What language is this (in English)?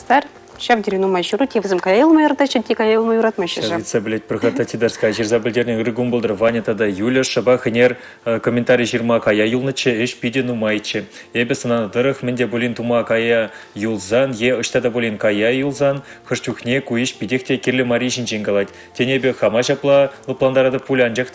Chuvash